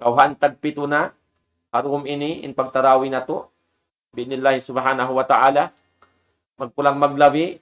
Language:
Tausug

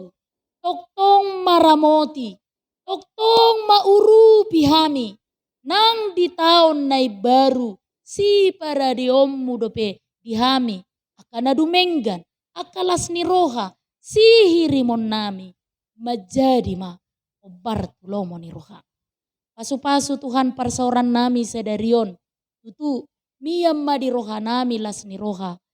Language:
Batak Toba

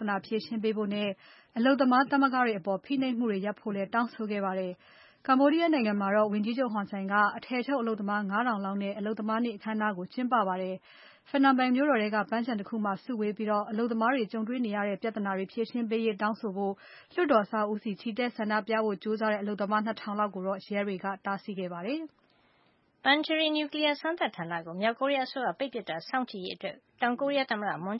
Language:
Burmese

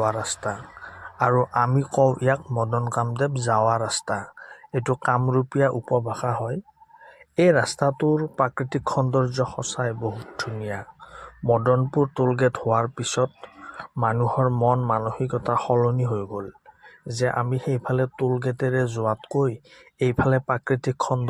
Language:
Assamese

